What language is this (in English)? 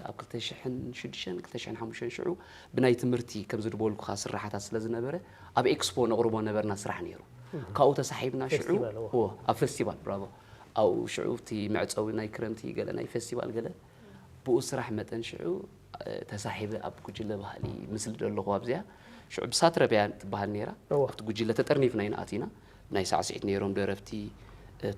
Tigrinya